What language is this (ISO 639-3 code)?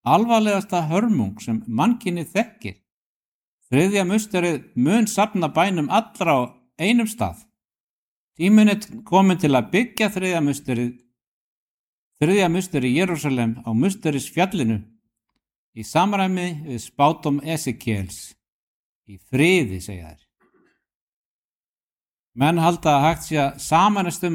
isl